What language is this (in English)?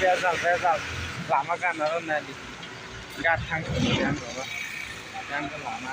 Kok Borok